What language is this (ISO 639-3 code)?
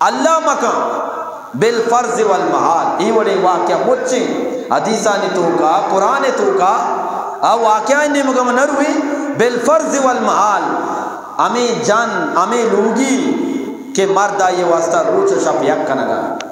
bgp